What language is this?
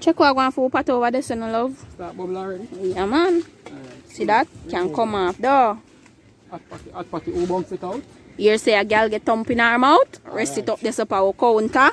Jamaican Creole English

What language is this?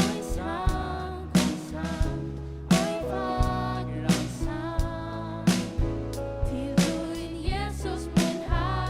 Faroese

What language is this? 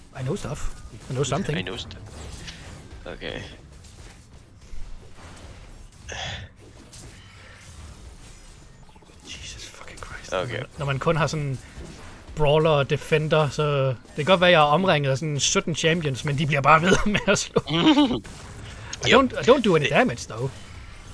Danish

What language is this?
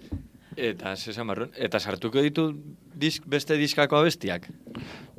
Basque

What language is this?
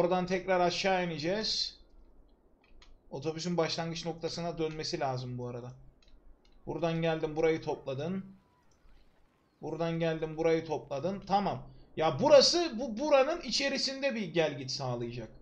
Turkish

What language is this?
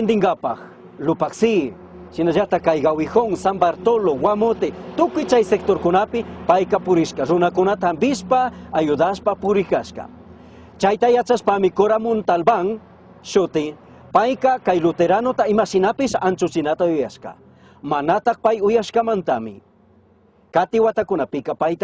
Chimborazo Highland Quichua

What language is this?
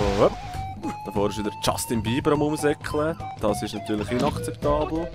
Swiss German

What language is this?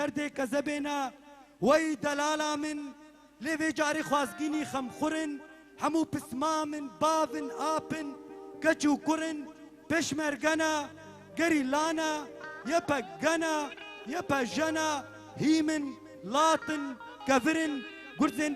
Kurdish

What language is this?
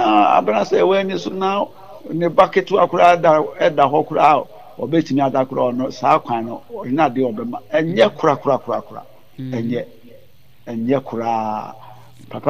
Akan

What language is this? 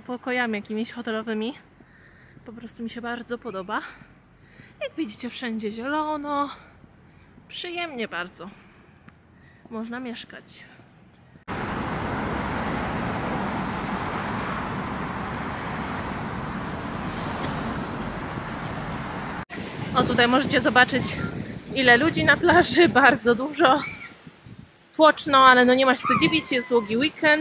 Polish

